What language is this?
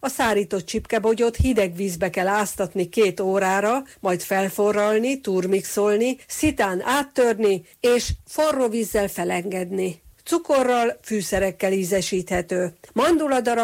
Hungarian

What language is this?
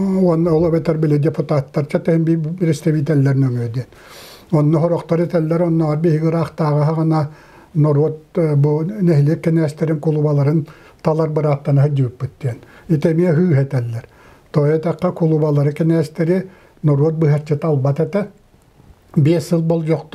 Yakut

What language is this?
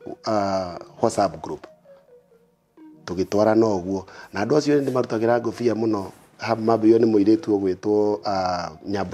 Kikuyu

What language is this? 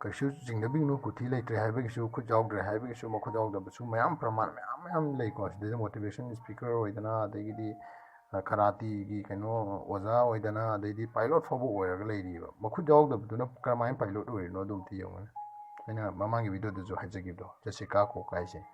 Manipuri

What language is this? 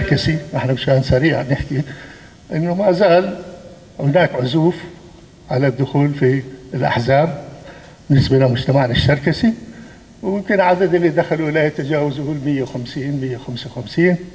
North Levantine Arabic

